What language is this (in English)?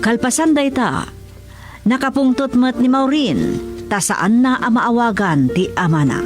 Iloko